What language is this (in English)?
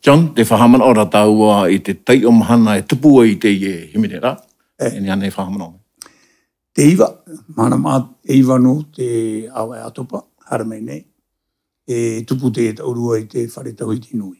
Tahitian